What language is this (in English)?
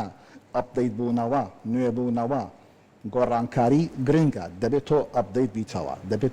Central Kurdish